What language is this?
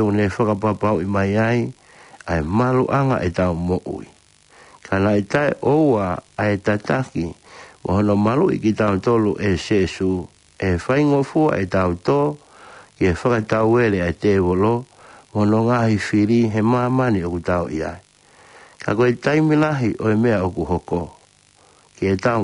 Tongan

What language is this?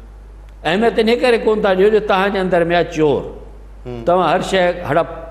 Sindhi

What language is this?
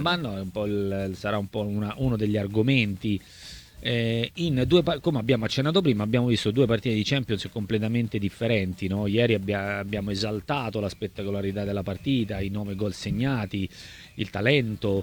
Italian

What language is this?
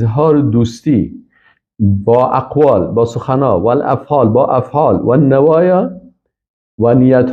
Persian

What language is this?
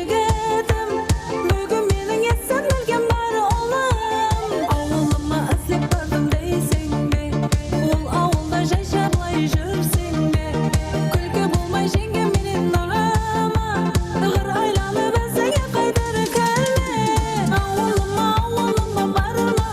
Kara-Kalpak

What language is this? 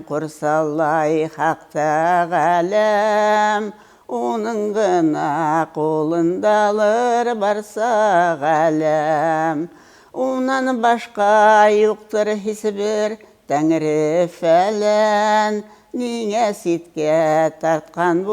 Bashkir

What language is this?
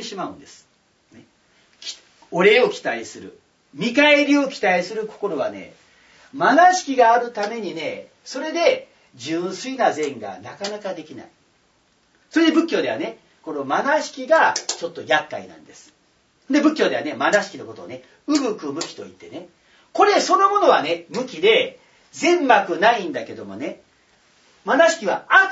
Japanese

